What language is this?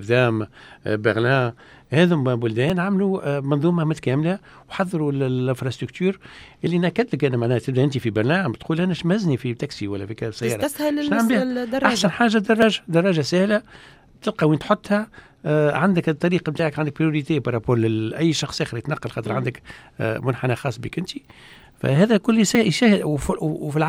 Tunisian Arabic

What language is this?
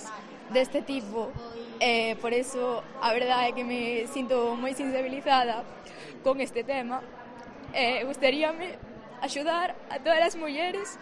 Galician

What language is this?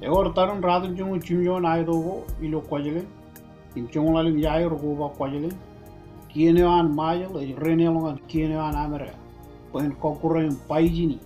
Marshallese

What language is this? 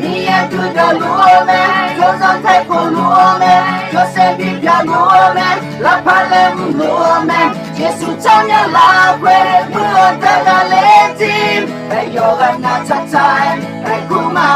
Akha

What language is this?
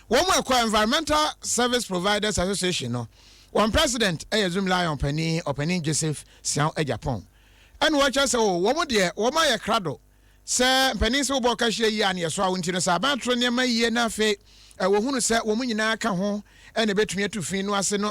Akan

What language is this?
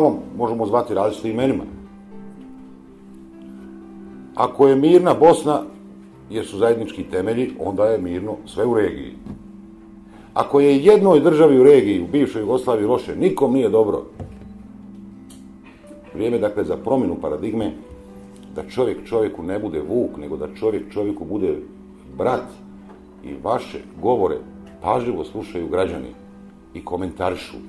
Bosnian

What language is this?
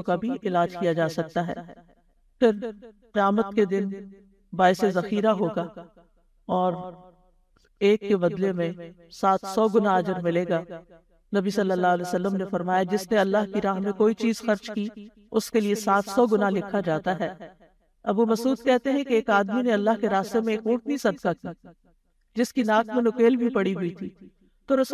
Urdu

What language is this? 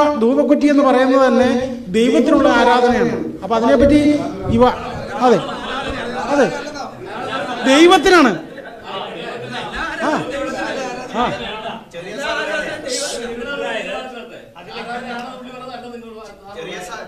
Malayalam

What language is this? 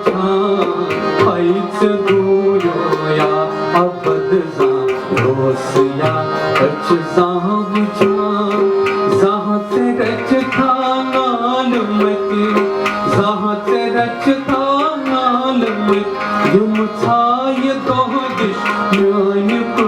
Kashmiri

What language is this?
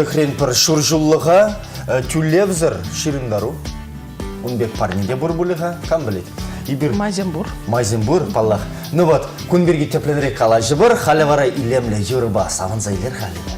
Chuvash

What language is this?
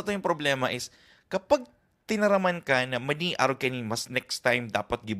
Bikol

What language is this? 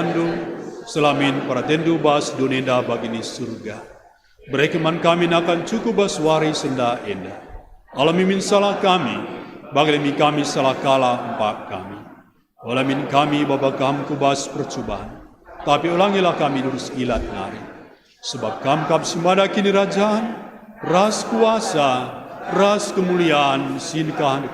Batak Karo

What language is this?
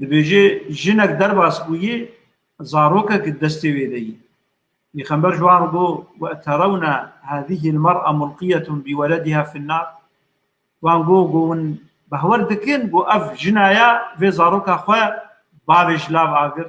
Kurdish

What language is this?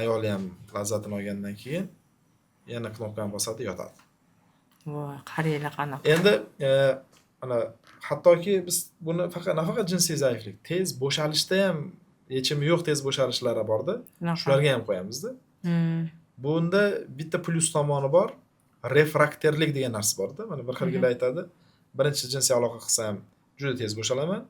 Uzbek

